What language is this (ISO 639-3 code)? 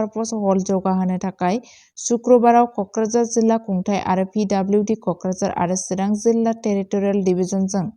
brx